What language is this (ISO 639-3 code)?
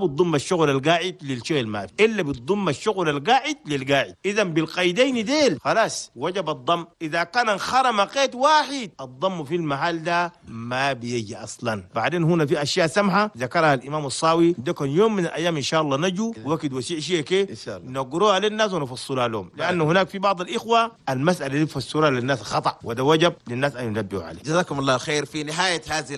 shu